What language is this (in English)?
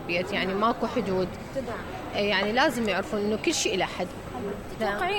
Mesopotamian Arabic